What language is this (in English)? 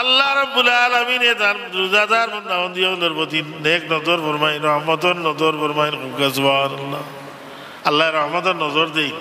Sylheti